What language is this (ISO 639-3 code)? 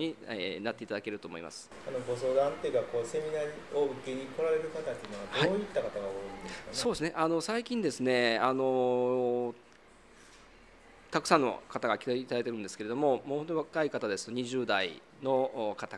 jpn